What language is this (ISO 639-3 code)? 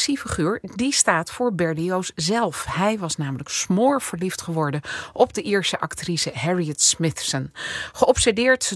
nld